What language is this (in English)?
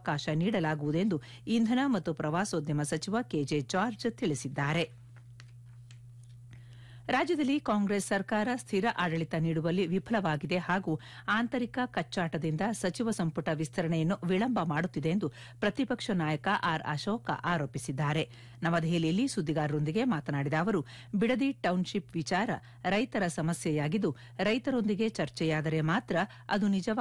Kannada